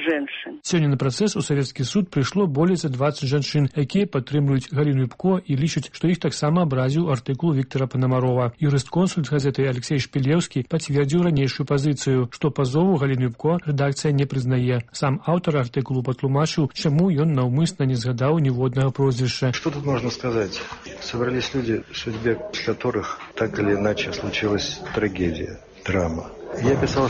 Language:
Belarusian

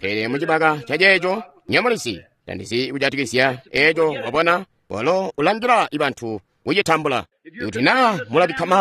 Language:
Tonga (Zambia)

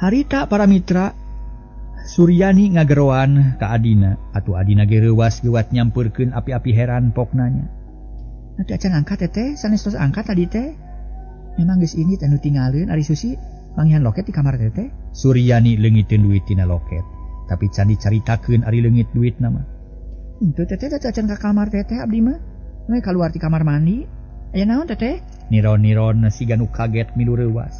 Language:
Sundanese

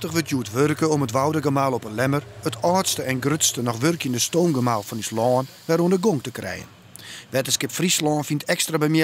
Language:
Western Frisian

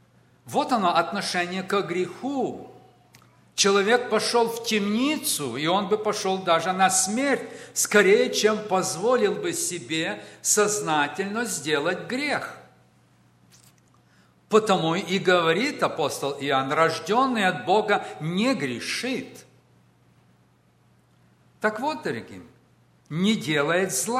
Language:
Russian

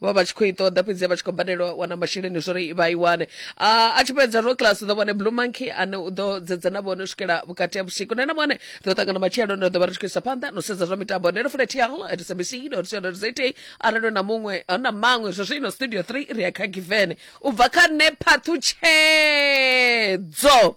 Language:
Venda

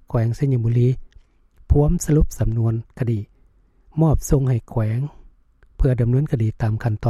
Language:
Lao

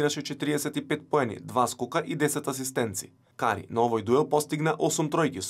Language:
Macedonian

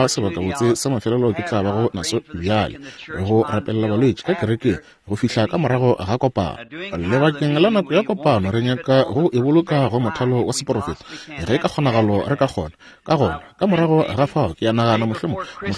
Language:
Northern Sotho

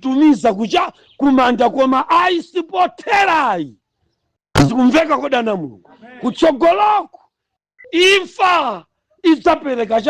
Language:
Nyanja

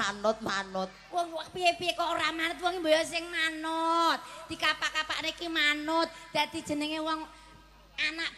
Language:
Javanese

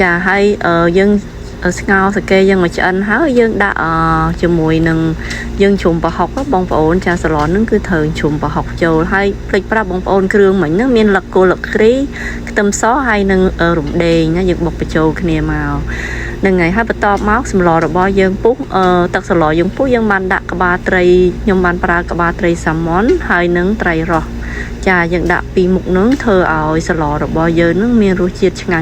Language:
Khmer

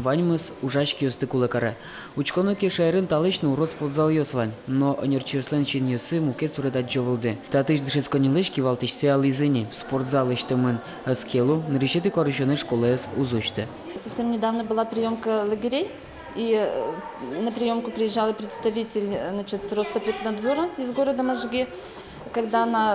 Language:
Udmurt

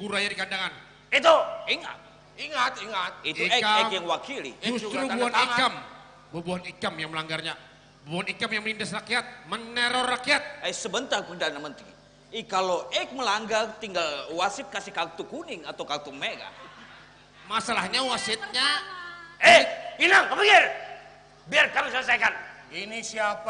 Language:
Banjar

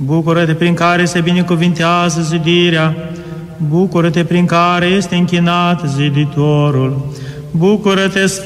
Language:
Romanian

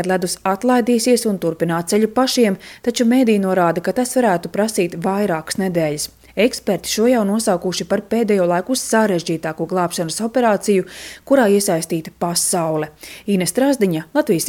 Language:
Latvian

